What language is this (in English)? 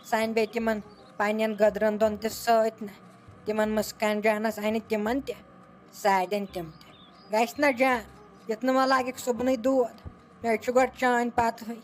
Kashmiri